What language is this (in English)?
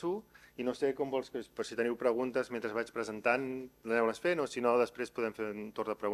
Catalan